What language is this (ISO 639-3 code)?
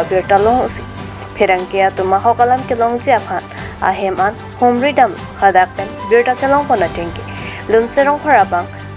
mjw